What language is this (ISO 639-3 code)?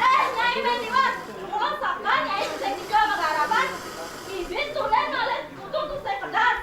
ban